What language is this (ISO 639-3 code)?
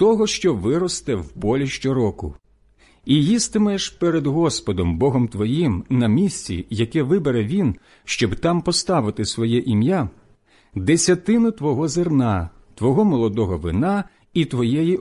ukr